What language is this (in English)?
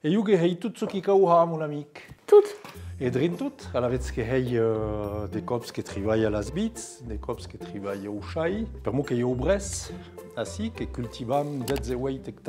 Occitan